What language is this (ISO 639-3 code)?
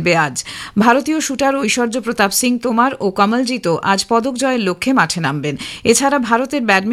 ben